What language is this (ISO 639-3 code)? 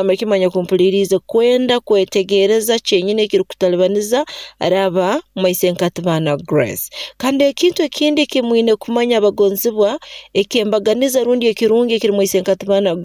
nyo